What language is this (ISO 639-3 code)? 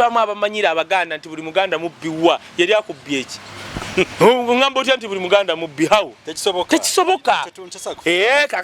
lug